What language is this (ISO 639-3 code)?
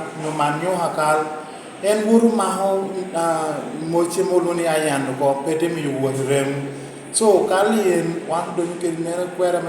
laj